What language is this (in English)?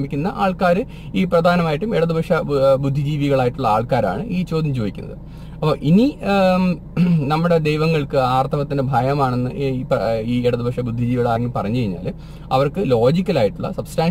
Malayalam